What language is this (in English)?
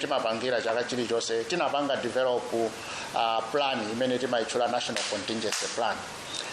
Nyanja